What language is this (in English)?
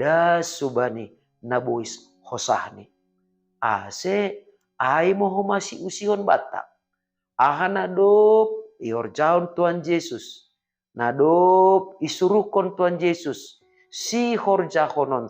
Batak Simalungun